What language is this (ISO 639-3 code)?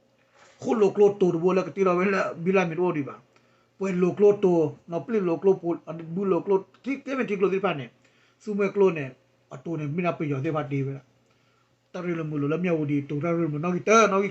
ksw